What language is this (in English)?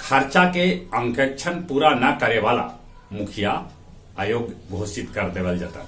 Magahi